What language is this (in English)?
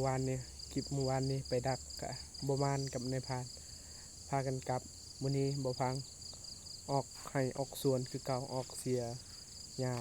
Lao